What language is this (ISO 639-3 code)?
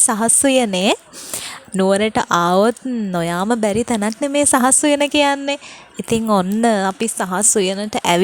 sin